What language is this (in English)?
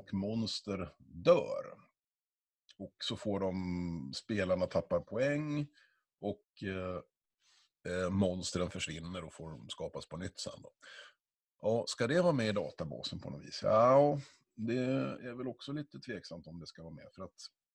Swedish